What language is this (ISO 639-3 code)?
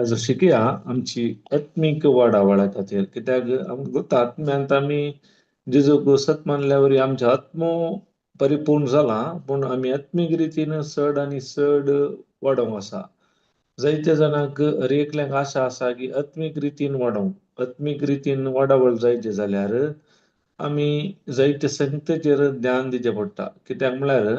kok